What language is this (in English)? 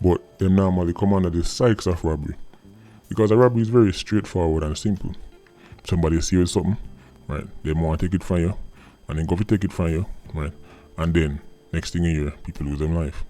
Jamaican Creole English